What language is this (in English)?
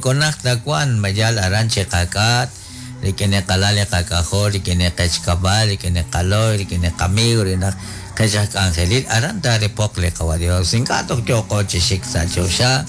Kekchí